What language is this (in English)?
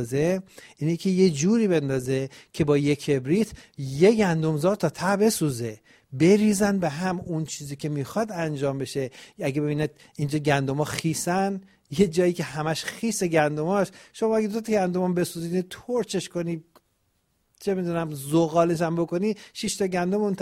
Persian